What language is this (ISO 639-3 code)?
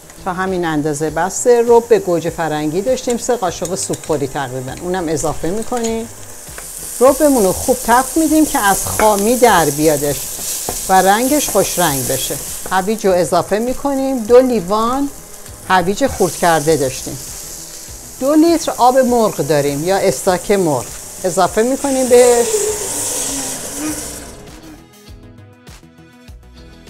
fas